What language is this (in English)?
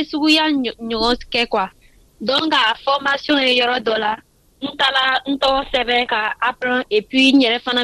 Bambara